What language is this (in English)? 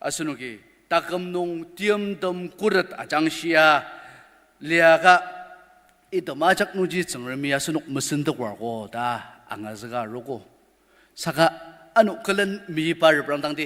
Ao Naga